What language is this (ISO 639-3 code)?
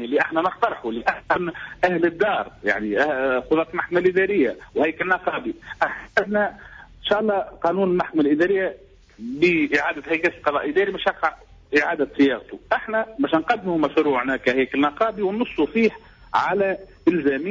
aeb